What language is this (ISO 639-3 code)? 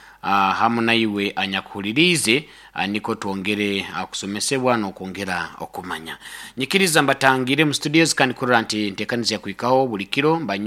nyo